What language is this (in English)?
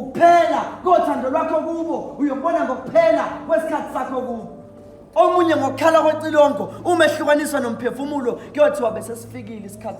Zulu